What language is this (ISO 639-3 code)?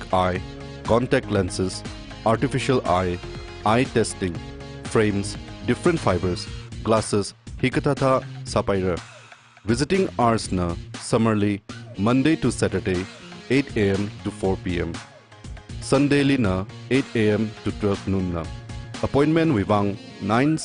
nmf